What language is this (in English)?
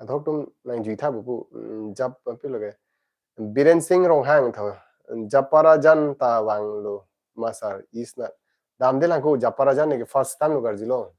Karbi